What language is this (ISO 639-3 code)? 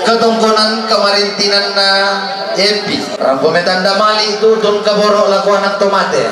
sda